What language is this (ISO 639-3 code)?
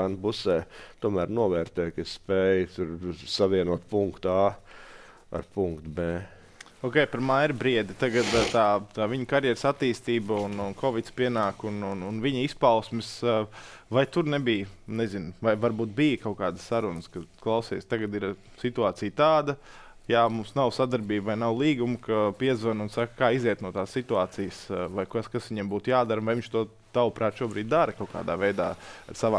lav